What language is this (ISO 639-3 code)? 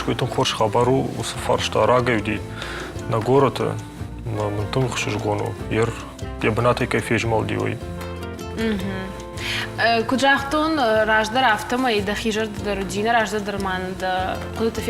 oss